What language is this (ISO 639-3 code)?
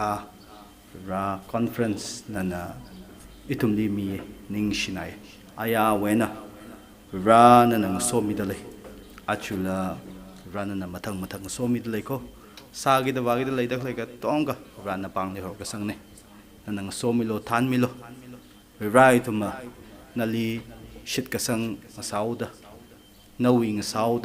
nmf